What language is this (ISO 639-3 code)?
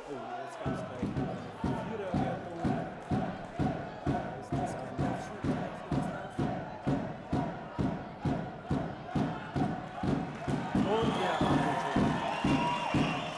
deu